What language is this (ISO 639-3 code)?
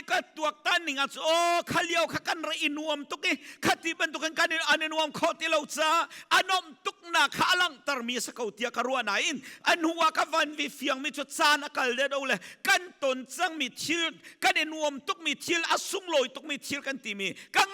cnh